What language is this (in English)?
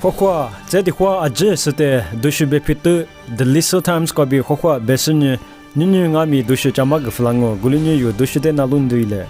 Lisu